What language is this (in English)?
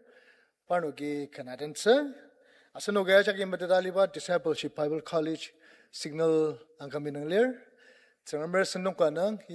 Ao Naga